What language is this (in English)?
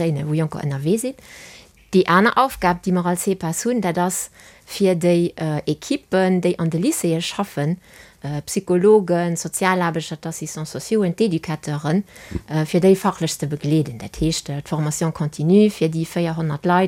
Luxembourgish